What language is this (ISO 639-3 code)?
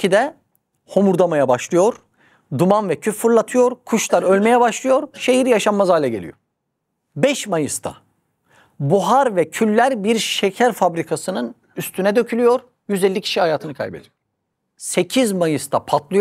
tur